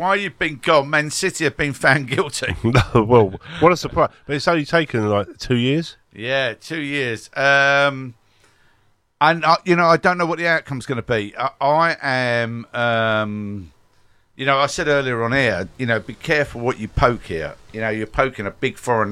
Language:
English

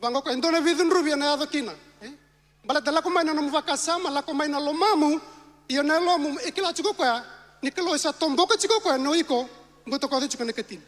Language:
Fijian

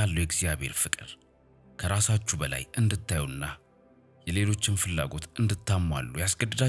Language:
Amharic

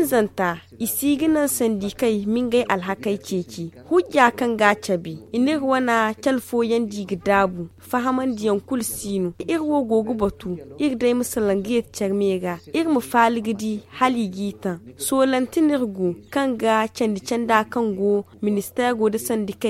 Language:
Zarma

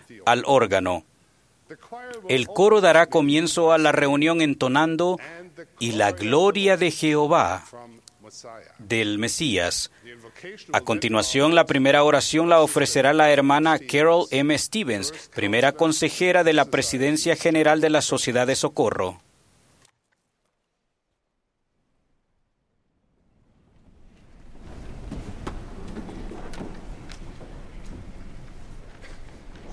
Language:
Spanish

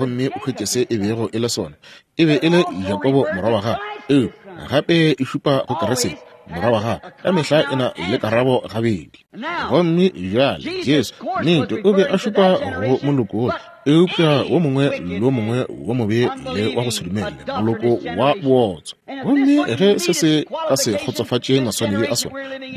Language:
Northern Sotho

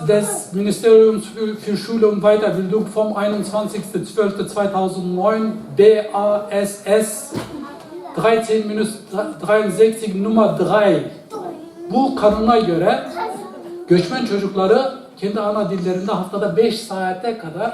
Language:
Zaza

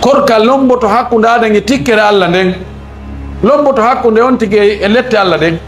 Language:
Fula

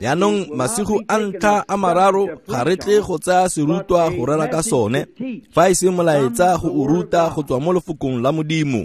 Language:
Tswana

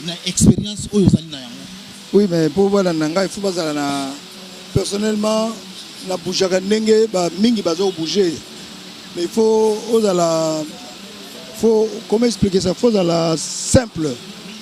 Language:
Lingala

